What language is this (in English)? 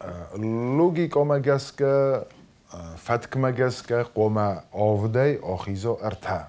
Ossetic